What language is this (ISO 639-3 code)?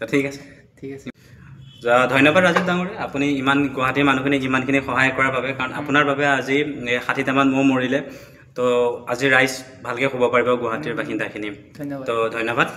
asm